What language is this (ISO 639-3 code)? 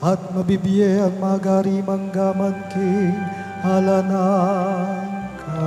pam